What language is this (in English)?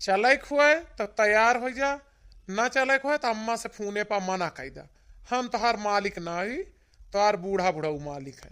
Awadhi